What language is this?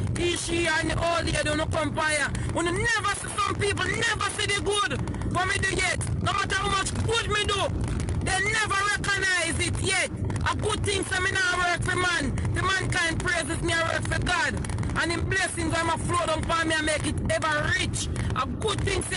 Jamaican Creole English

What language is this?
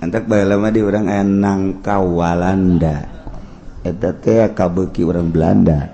Sundanese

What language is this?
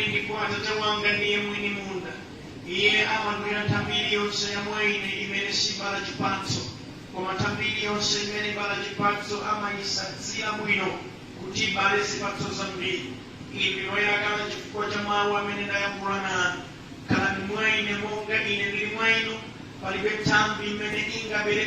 Nyanja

